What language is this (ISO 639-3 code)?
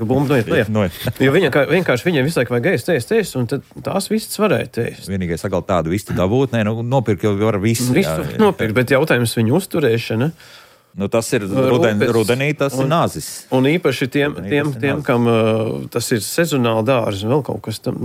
lav